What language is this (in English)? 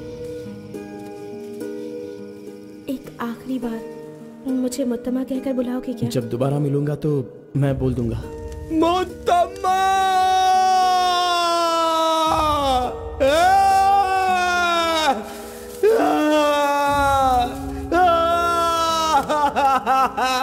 Hindi